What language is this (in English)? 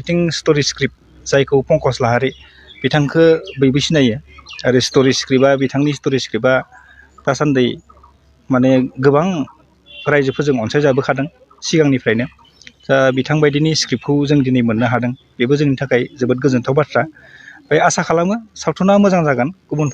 Bodo